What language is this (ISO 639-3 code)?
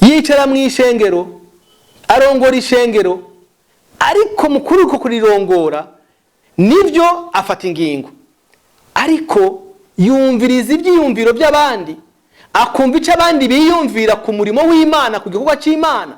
run